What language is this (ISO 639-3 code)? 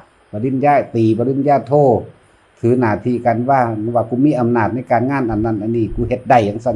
tts